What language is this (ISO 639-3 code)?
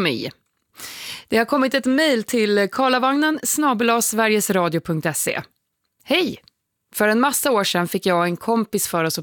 swe